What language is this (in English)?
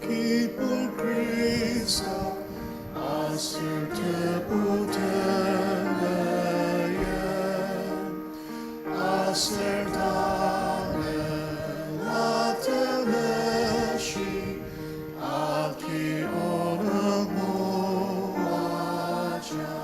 Ao Naga